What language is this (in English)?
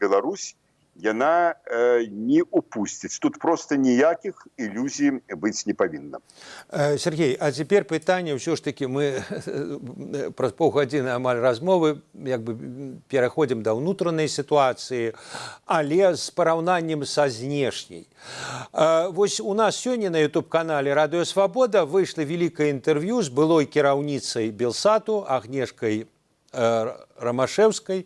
Belarusian